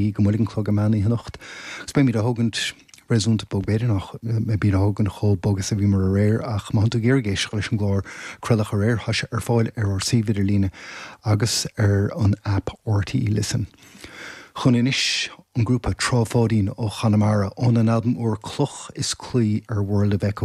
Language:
Irish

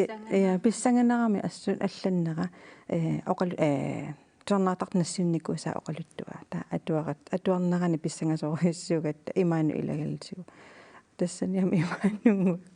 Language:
Kalaallisut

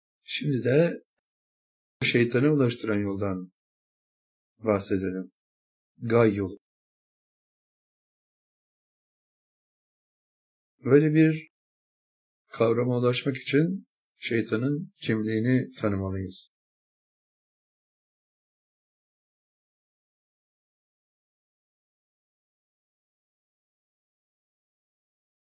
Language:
Turkish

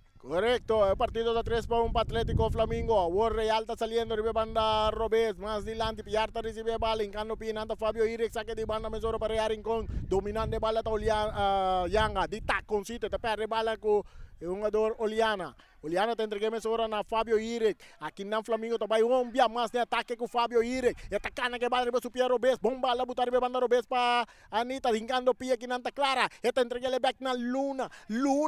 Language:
Papiamento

